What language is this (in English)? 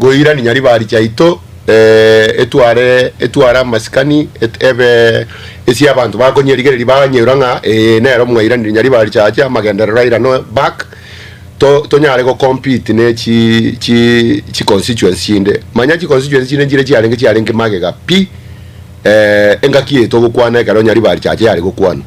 Gusii